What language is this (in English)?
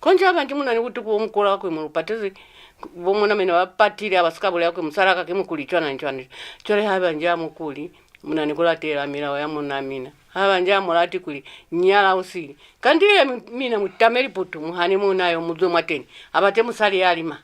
Lozi